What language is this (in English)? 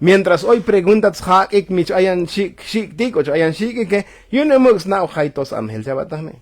Tzotzil